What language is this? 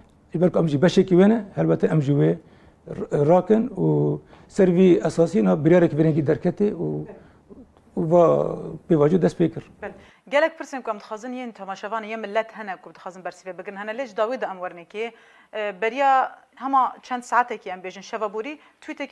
Kurdish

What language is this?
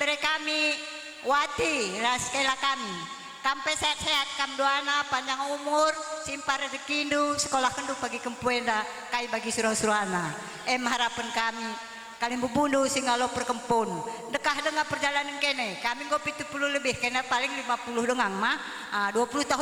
Batak Karo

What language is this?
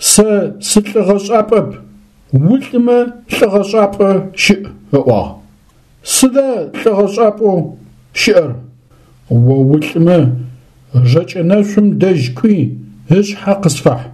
Adyghe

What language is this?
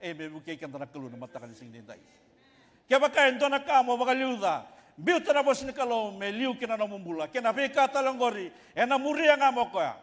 Fijian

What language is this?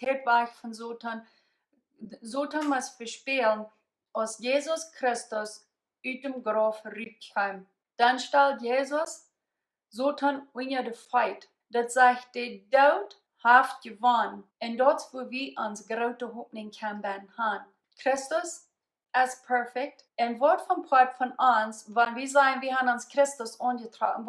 Plautdietsch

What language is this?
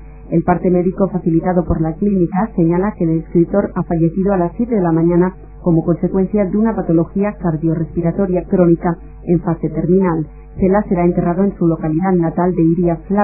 Spanish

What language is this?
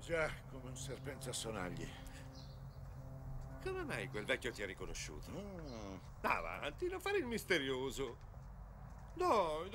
Italian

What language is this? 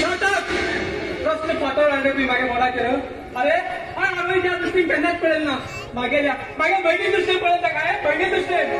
Konkani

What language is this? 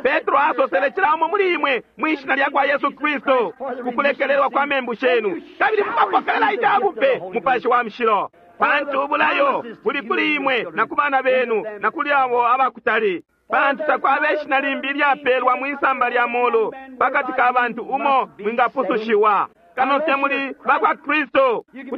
Bemba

